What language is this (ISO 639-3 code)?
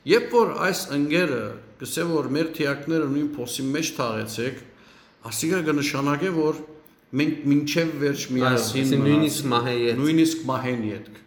hyw